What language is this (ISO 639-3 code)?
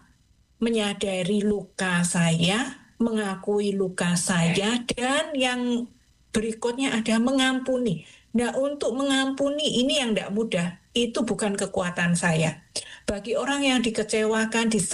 ind